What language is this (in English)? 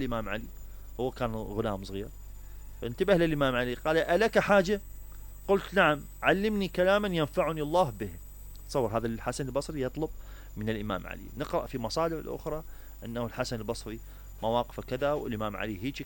Mesopotamian Arabic